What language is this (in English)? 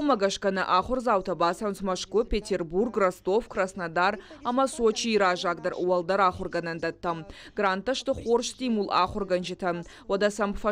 Ossetic